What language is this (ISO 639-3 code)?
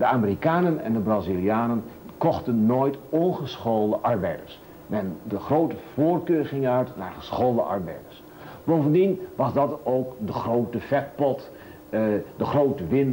nld